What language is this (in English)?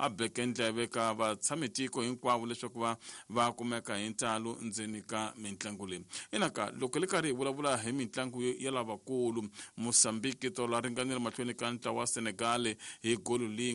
Tsonga